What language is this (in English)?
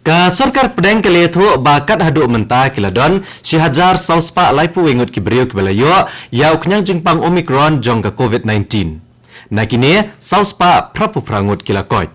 Khasi